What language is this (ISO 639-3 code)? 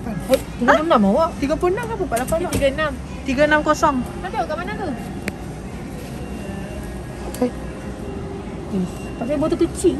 msa